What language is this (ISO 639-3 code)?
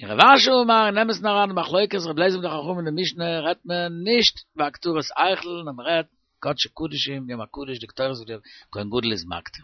yid